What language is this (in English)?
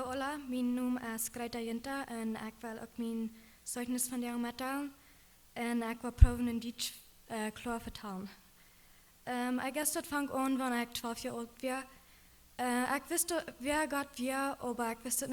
Plautdietsch